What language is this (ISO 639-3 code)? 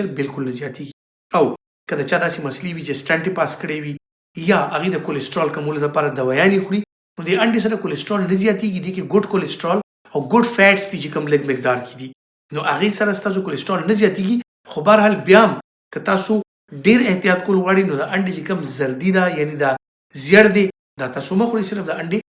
pus